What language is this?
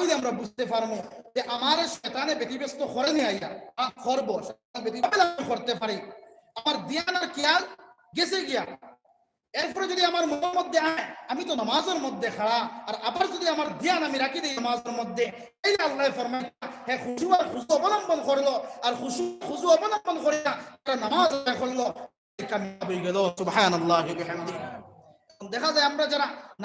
Sylheti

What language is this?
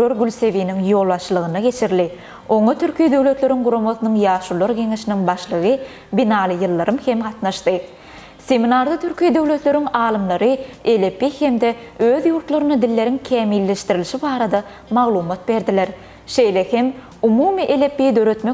Turkmen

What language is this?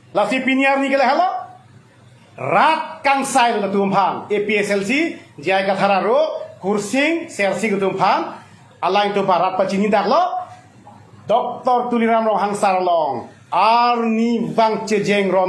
Karbi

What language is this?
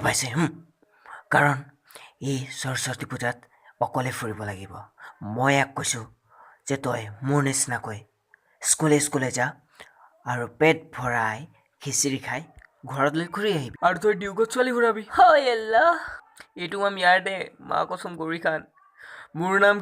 Assamese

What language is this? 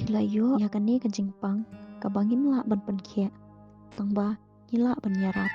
Khasi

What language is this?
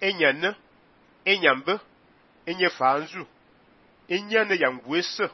Fang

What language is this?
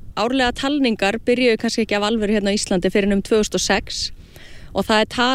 Icelandic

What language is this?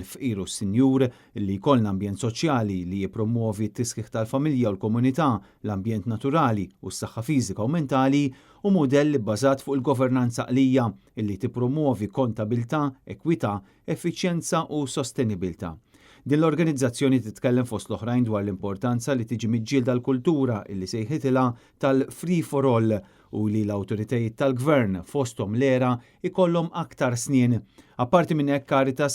Maltese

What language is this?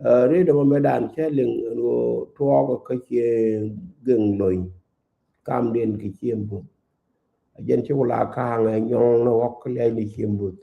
Nuer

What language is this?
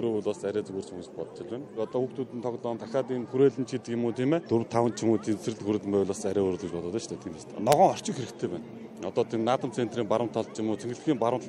Mongolian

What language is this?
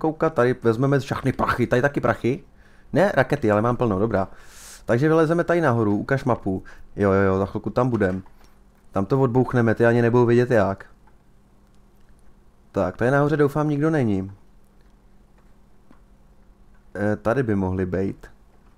Czech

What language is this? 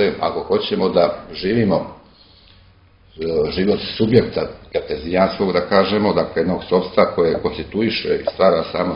Serbian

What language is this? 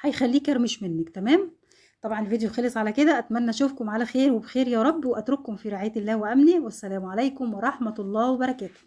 Egyptian Arabic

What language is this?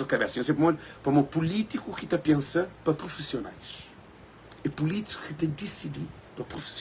Kabuverdianu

